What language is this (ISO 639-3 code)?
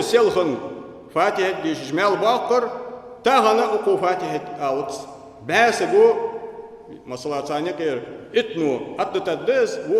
inh